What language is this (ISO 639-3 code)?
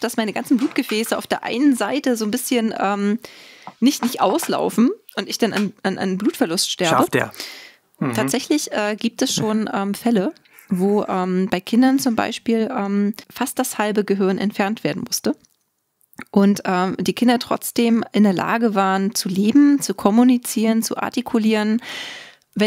deu